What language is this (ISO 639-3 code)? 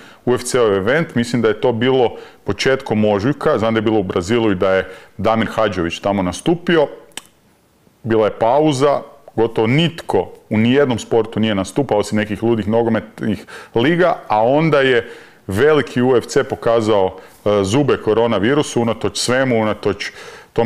hrv